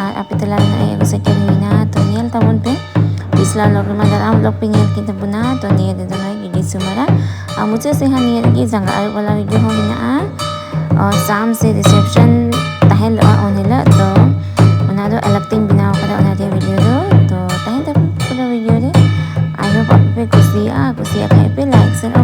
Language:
Santali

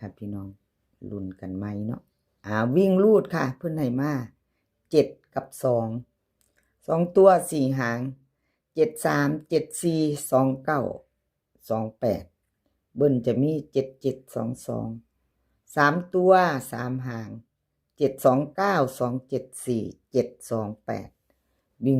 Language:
Northeastern Thai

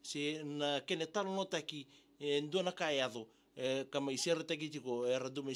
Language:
Fijian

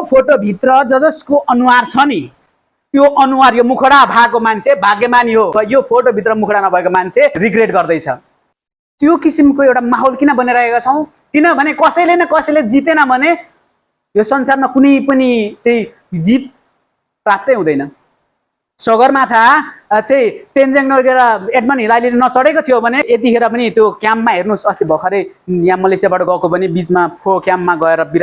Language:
Nepali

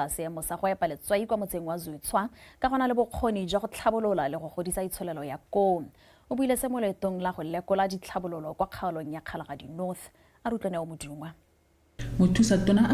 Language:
Tswana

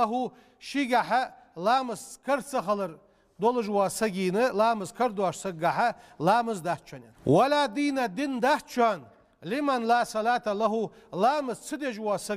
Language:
Ingush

